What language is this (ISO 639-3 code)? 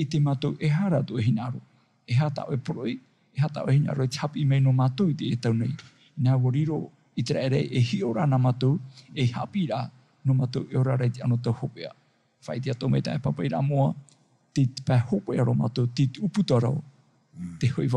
tah